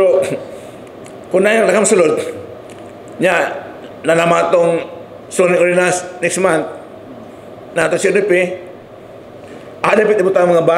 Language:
Cebuano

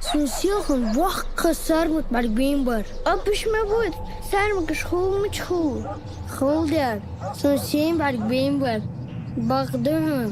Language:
Ingush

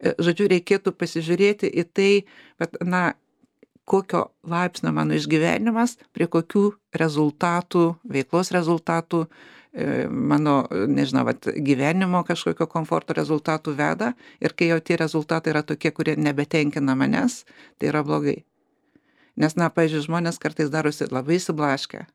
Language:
Lithuanian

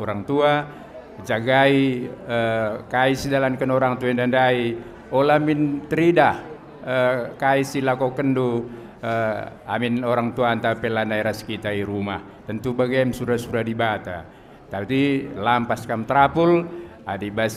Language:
Batak Karo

